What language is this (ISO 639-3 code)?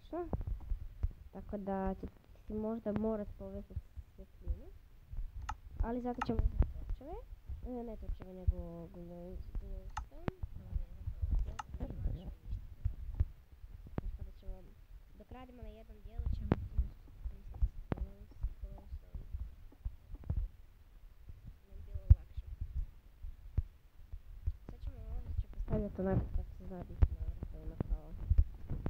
hrv